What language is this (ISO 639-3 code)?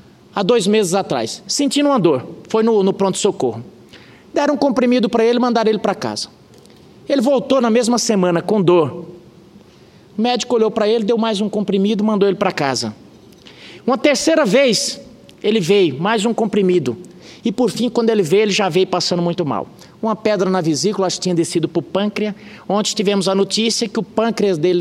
por